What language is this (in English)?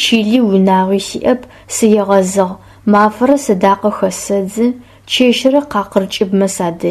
Adyghe